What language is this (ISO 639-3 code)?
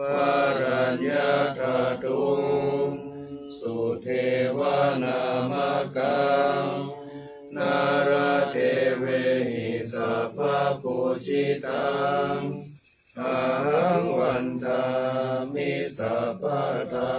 pli